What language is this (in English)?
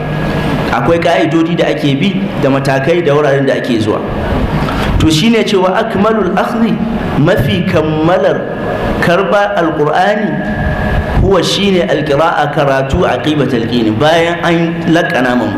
Hausa